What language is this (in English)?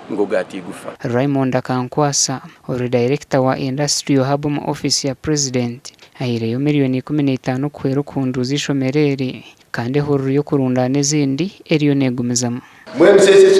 Nyankole